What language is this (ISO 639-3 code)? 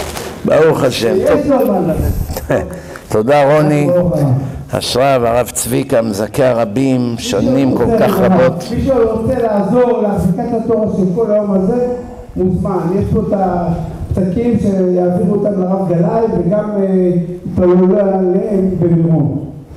heb